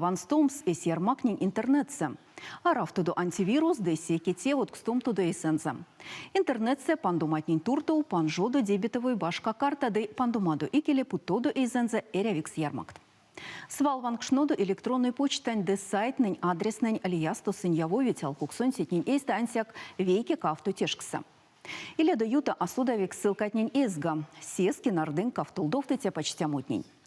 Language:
Erzya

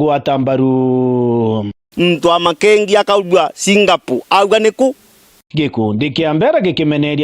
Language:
Meru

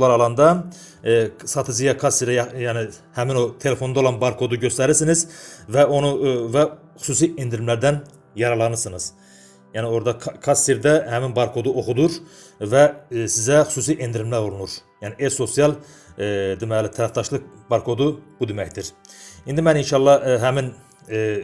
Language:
Azerbaijani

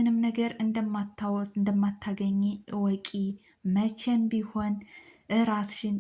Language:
Amharic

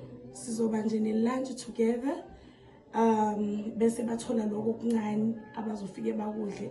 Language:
Zulu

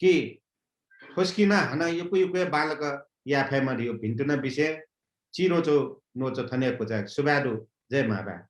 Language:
Newari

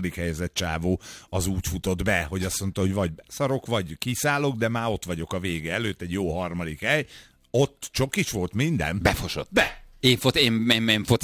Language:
Hungarian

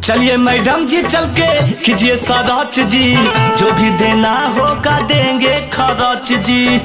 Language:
Magahi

